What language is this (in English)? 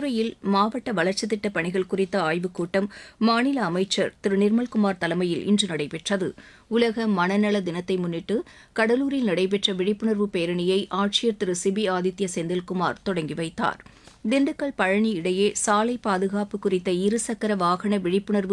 Tamil